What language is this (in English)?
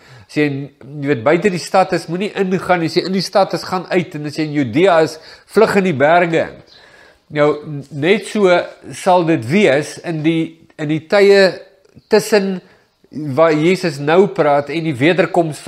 Afrikaans